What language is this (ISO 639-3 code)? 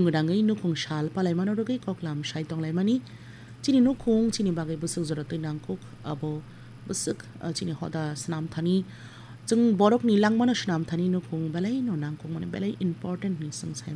trp